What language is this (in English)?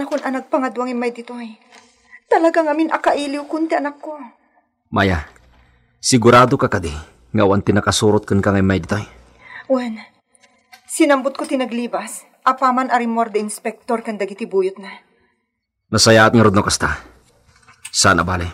Iloko